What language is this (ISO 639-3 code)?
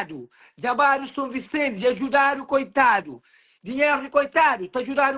kea